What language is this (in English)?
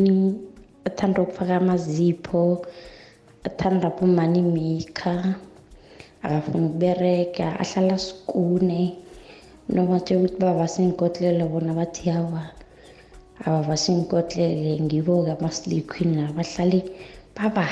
South Ndebele